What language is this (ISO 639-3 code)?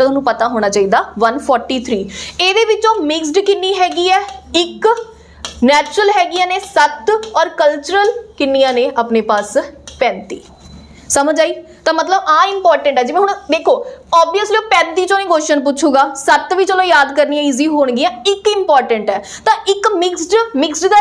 pan